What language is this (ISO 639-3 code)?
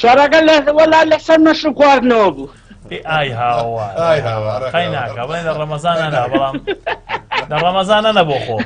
ckb